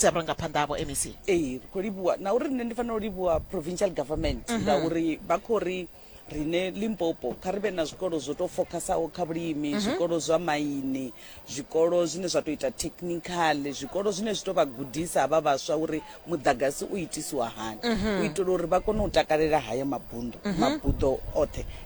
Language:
Venda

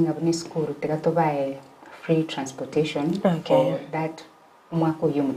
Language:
Gusii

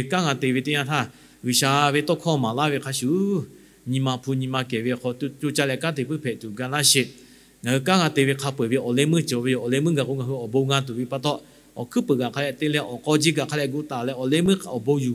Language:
Lahu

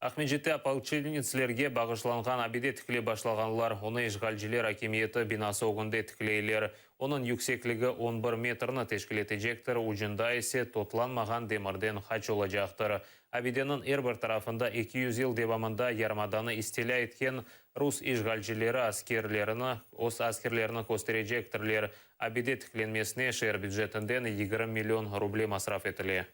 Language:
Crimean Tatar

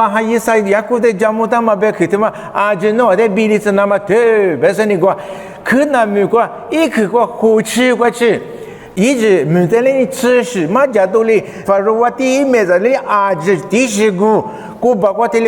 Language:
Lisu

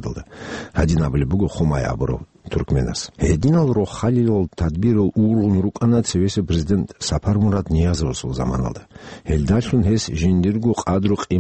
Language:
Avaric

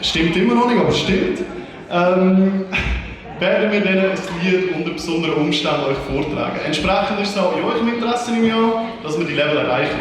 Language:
Swiss German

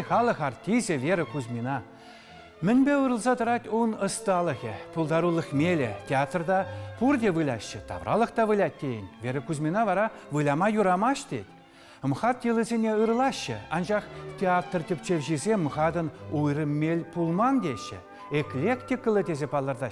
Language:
Chuvash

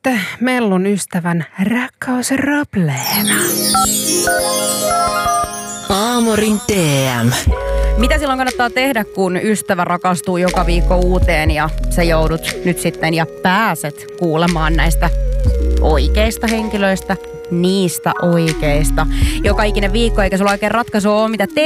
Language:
Finnish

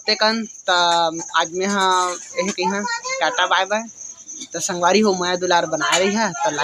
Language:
Chhattisgarhi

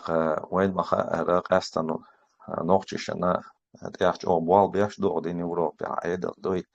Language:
Chechen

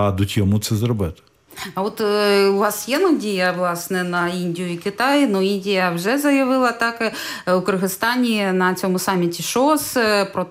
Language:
Ukrainian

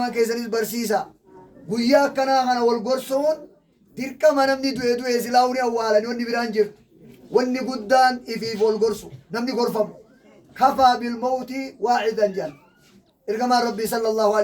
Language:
Oromo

